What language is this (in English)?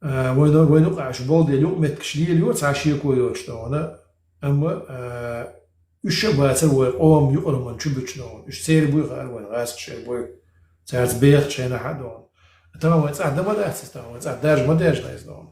Chechen